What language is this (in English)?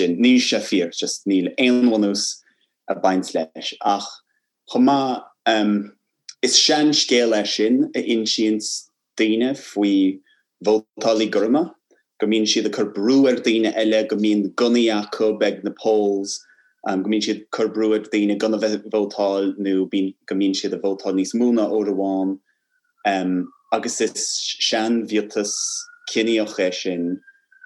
Irish